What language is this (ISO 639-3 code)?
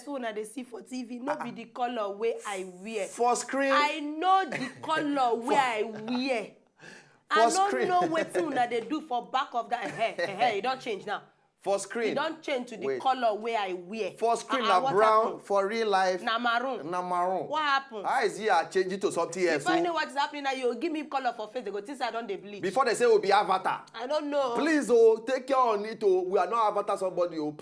pcm